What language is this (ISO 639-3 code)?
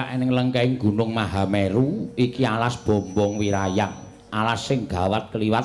jav